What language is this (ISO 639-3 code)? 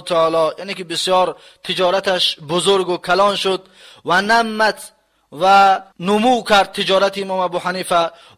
tgk